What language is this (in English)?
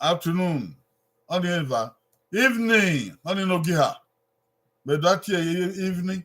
Bini